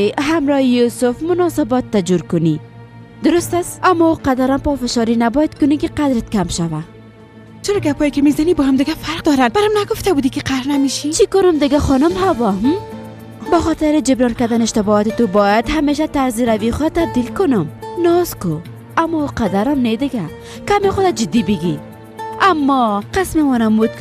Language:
Persian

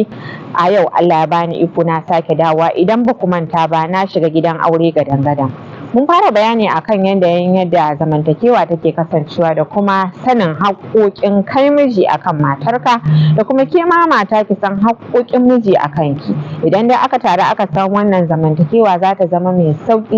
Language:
Hausa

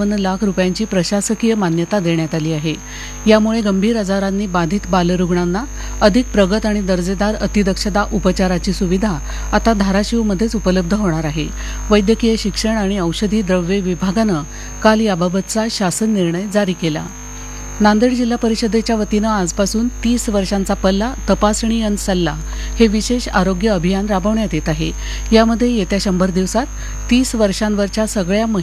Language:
Marathi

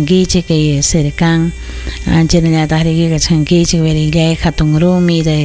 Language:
Ayacucho Quechua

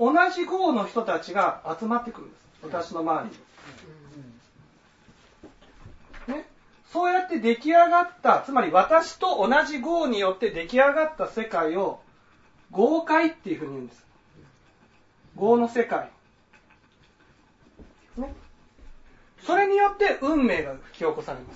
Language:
Japanese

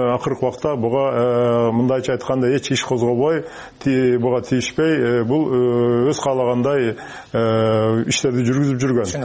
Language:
Kyrgyz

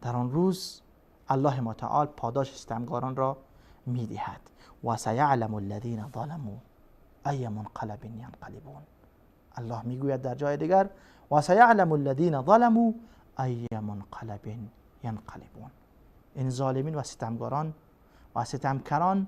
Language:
Persian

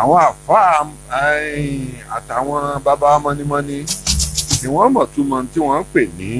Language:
Yoruba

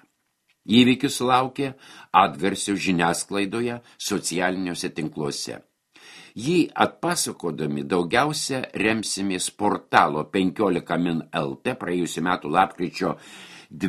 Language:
Lithuanian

